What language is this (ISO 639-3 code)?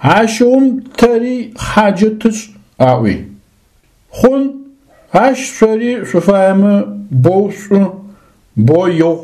ady